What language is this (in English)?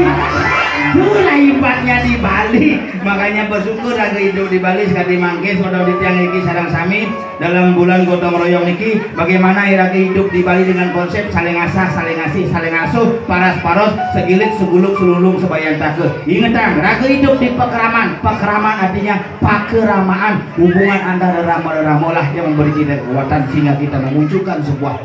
Balinese